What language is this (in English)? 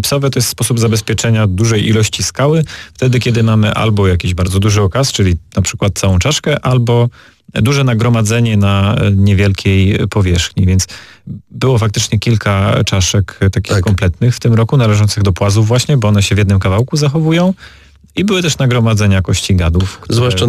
Polish